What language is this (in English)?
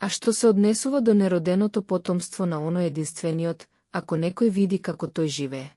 Macedonian